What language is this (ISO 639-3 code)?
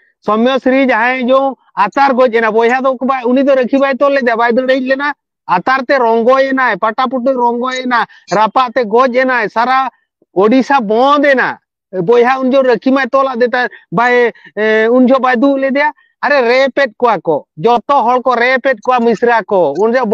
sat